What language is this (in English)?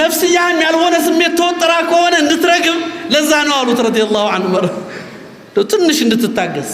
Amharic